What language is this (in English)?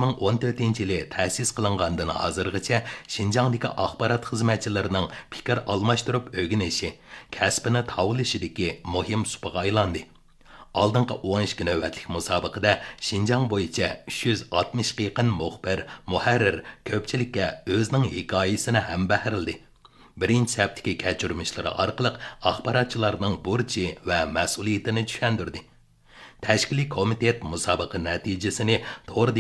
Uyghur